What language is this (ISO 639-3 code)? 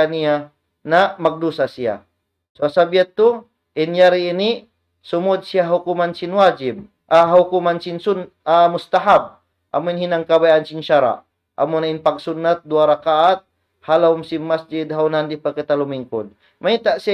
tsg